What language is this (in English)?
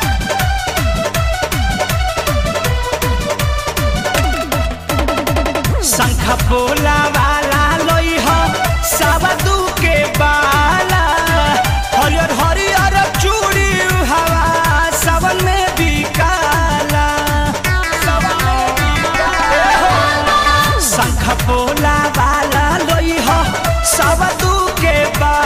Bhojpuri